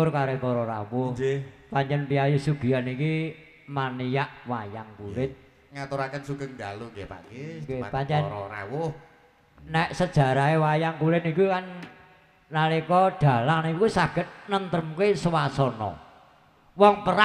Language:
Javanese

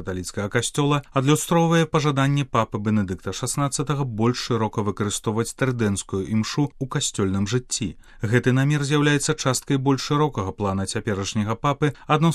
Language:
Belarusian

